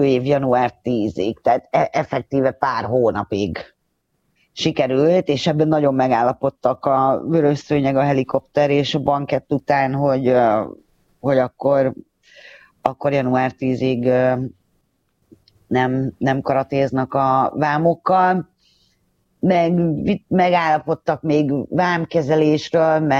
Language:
Hungarian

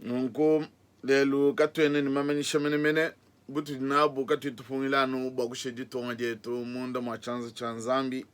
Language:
Luba-Lulua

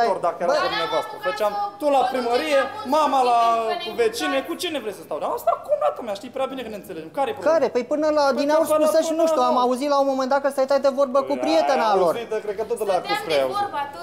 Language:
Romanian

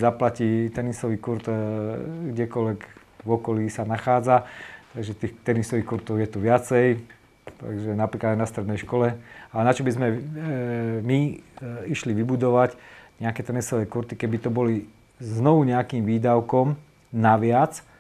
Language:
Slovak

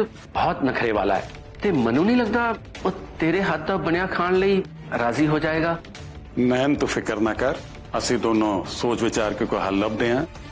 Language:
Punjabi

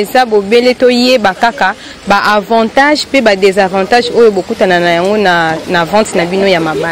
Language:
Lingala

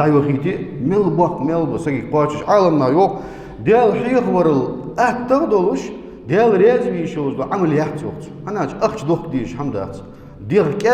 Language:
Ingush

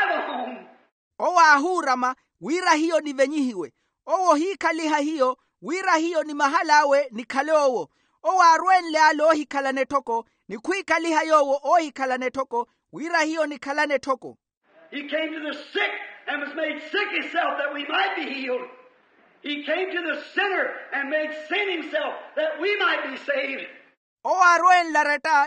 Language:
Makhuwa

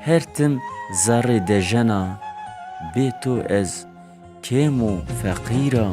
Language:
Zaza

